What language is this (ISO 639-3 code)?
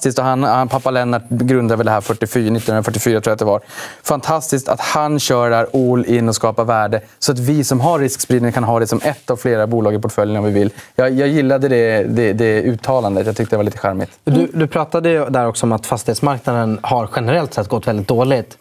swe